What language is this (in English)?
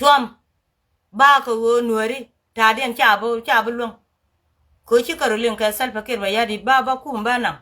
Nuer